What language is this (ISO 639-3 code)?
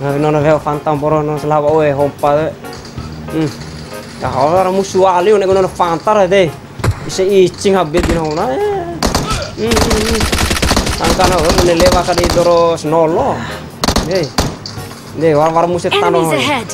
bhp